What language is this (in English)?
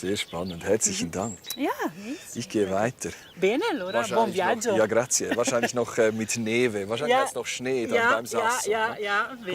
Swiss German